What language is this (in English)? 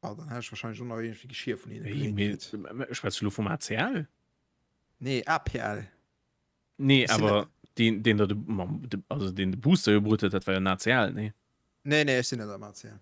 Luxembourgish